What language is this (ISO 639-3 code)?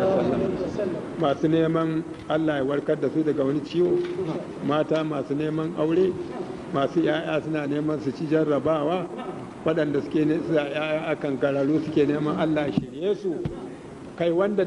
hau